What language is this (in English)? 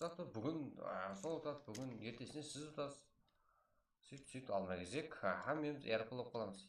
Kara-Kalpak